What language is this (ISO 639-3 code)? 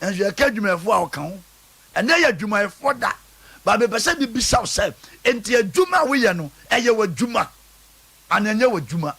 aka